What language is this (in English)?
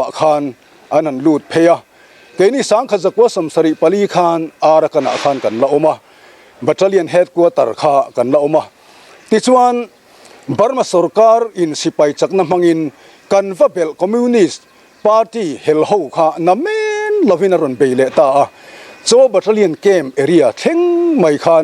Mizo